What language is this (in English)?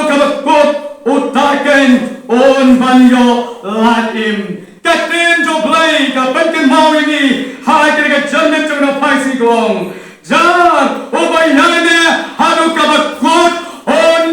Khasi